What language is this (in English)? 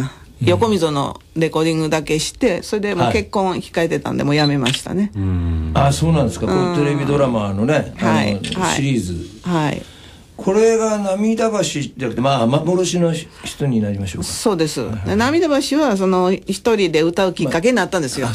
Japanese